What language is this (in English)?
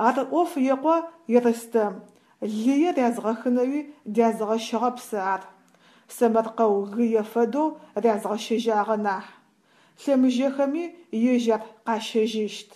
Adyghe